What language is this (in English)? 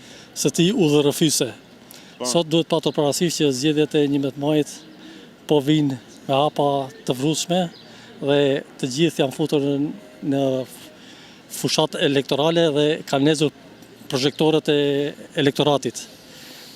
Albanian